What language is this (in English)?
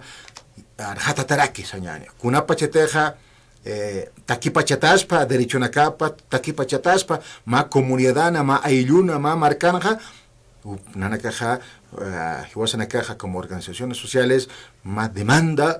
Aymara